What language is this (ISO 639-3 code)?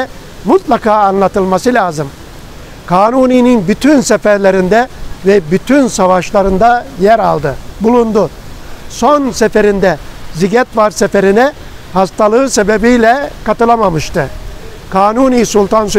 tur